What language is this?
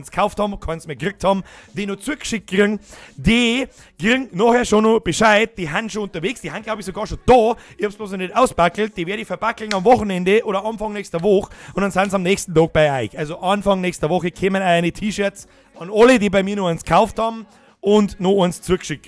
Bavarian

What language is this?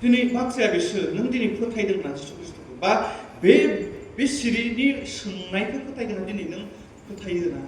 Bodo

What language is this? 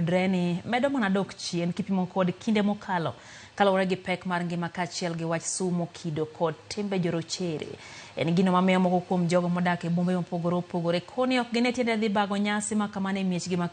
Luo (Kenya and Tanzania)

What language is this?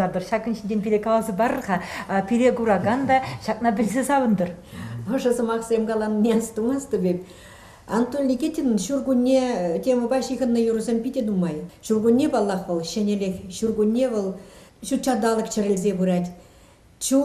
Chuvash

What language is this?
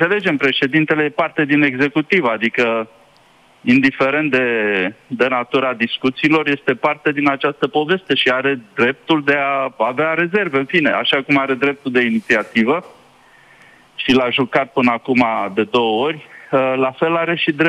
Romanian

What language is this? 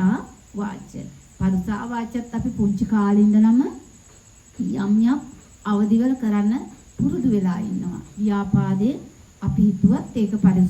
Sinhala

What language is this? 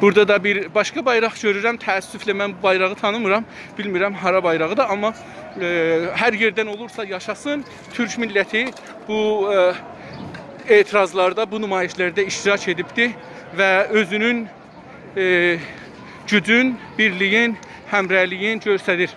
South Azerbaijani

